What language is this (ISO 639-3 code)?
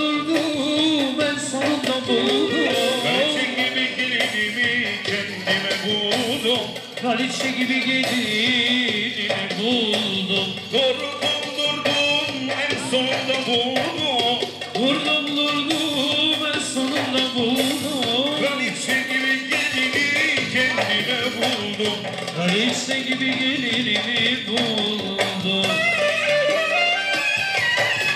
tur